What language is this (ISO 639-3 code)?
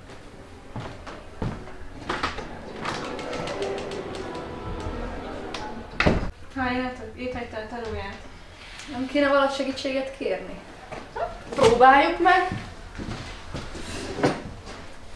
hun